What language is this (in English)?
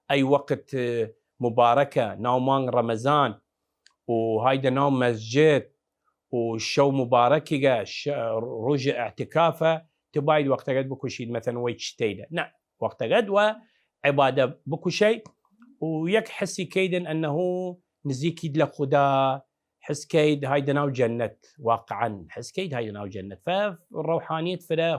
Southern Kurdish